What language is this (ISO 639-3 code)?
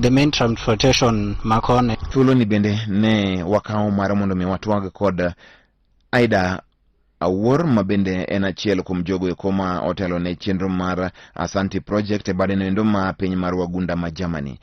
luo